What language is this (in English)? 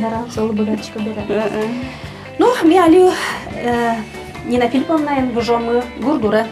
Udmurt